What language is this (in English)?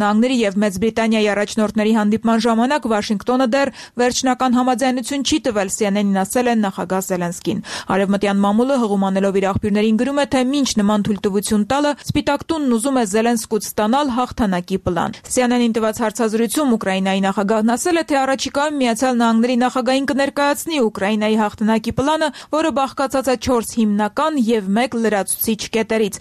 Armenian